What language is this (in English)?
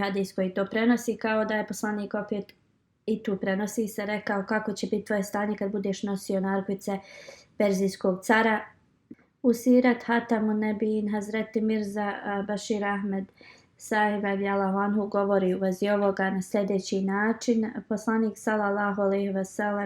Bosnian